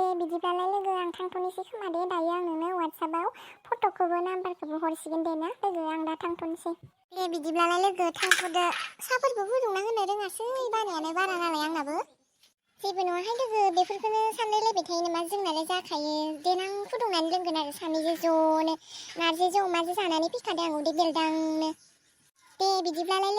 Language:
Bodo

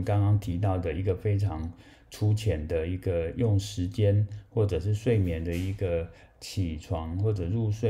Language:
Chinese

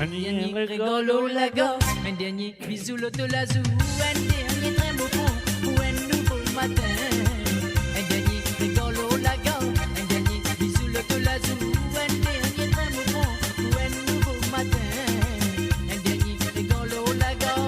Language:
Morisyen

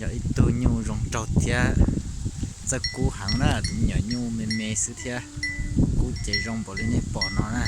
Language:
Hmong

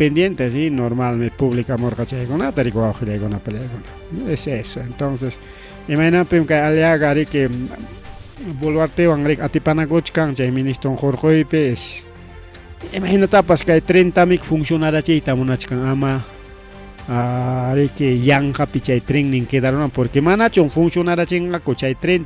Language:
Ayacucho Quechua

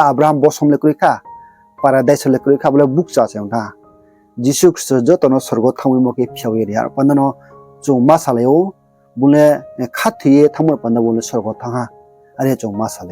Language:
Riang (India)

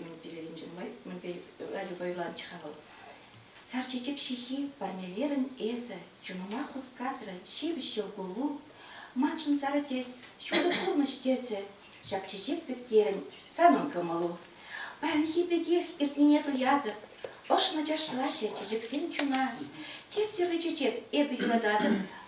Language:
Chuvash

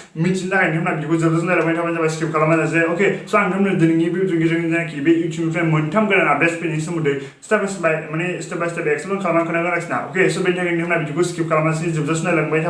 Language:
Bodo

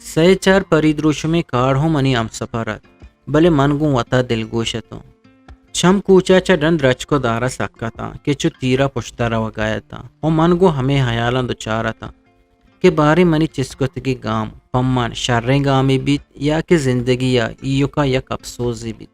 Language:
Eastern Balochi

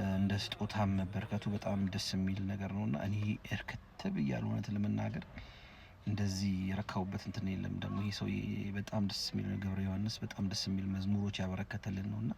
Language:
Amharic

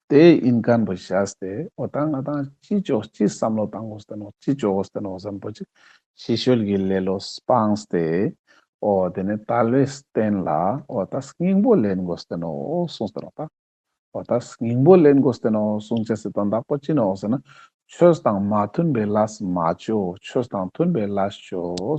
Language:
Ladakhi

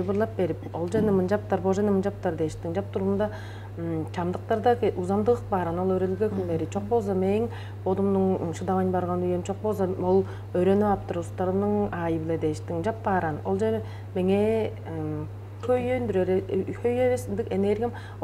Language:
Tuvinian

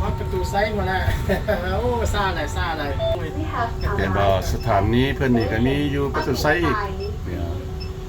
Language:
Lao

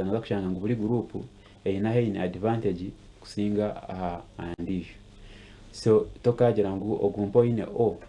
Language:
Nyankole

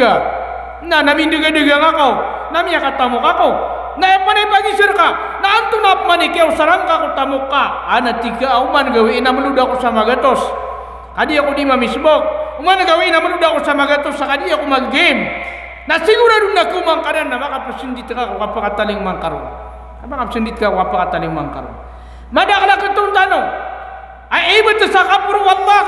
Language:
Maranao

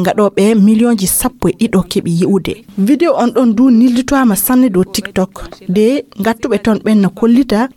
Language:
Fula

